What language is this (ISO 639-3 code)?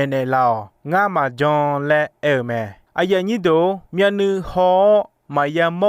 ahk